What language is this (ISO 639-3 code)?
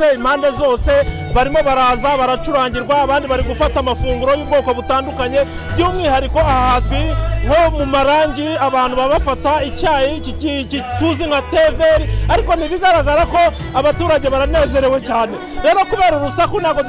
kin